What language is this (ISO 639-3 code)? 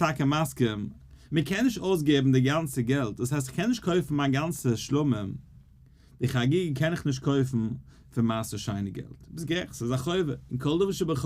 yid